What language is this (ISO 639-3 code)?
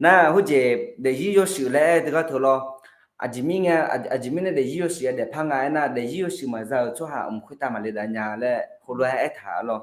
ahk